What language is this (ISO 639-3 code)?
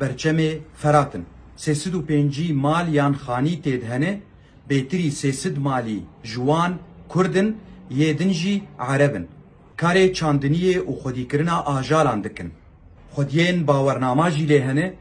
kur